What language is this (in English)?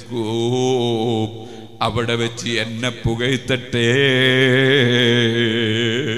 Malayalam